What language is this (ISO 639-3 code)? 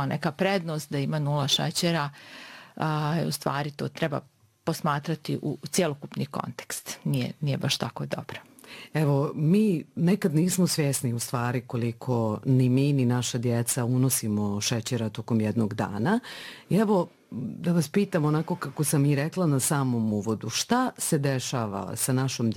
bos